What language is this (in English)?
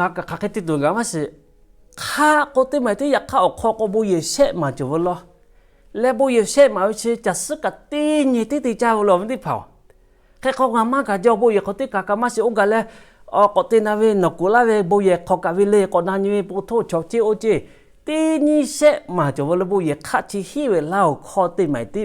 Lahu